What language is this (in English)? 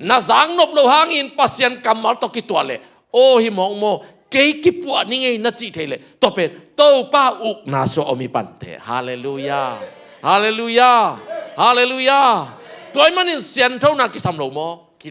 Tedim Chin